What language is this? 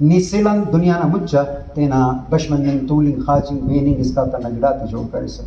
Brahui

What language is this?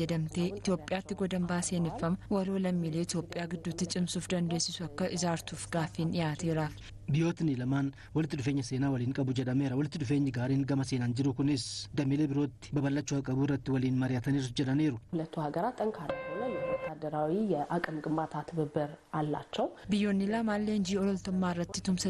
Oromo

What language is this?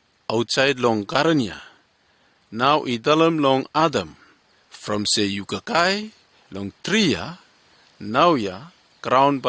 Bislama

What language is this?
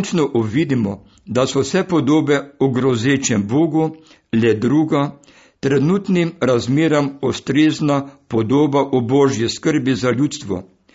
Slovenian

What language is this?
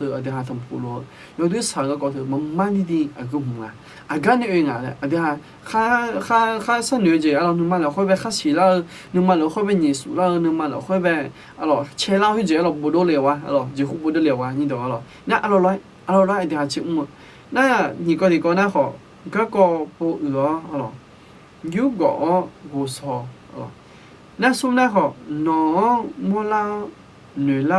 Akha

